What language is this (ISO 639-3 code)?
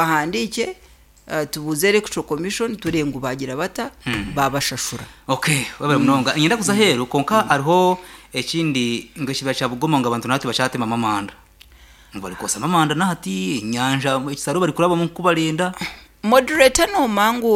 nyn